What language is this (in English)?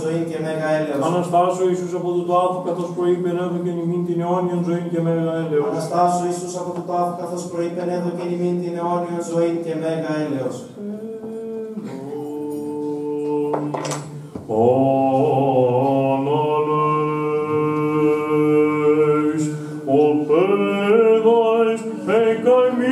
Greek